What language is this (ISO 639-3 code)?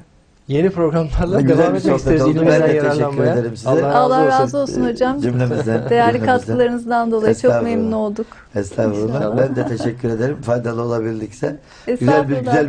tur